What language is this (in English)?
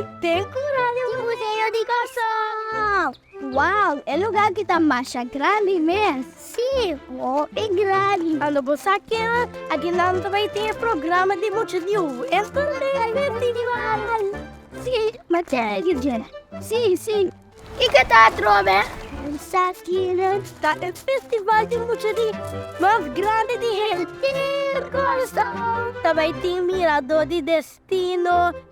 Papiamento